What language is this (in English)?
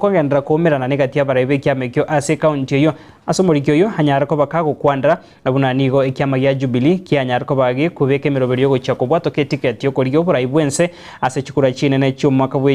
Gusii